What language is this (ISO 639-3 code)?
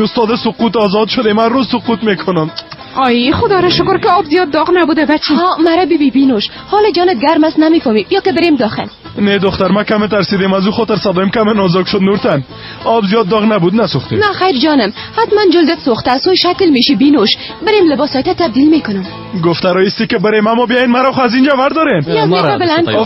fas